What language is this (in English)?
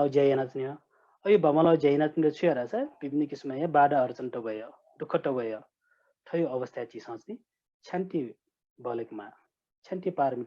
Newari